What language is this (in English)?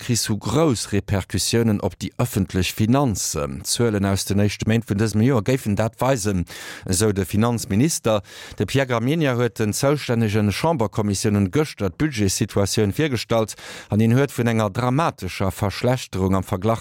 Luxembourgish